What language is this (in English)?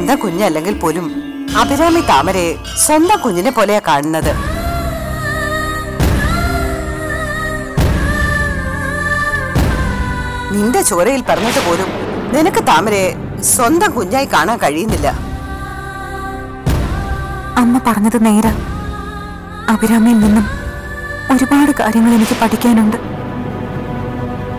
Malayalam